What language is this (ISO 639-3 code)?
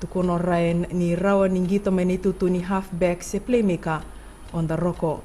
fij